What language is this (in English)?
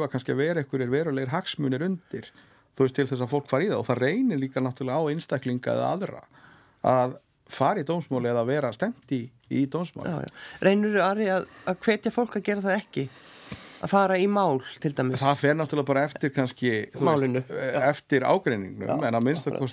Icelandic